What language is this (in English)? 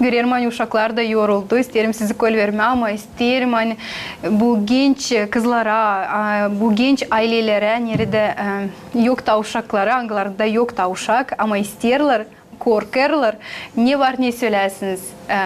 Gagauz